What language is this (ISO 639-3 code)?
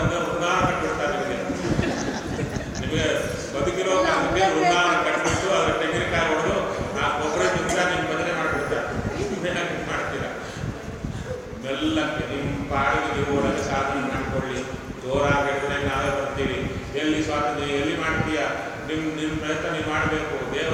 kan